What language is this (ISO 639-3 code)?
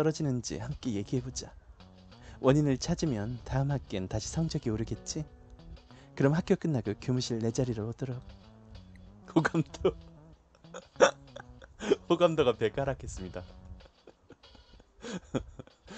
kor